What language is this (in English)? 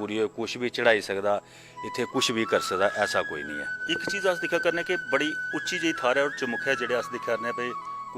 Dogri